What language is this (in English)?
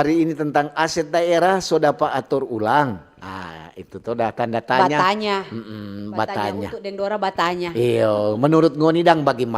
Manado Malay